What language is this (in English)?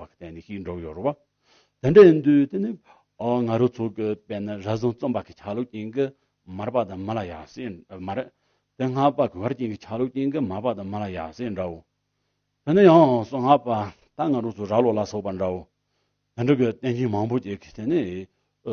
Tibetan